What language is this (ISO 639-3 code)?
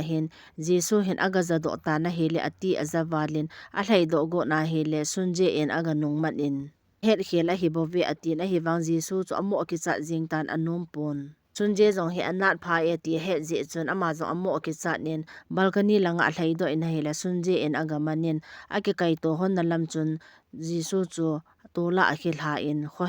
tcz